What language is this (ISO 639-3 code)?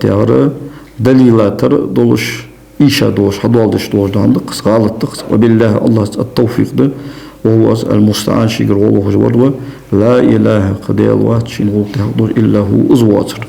inh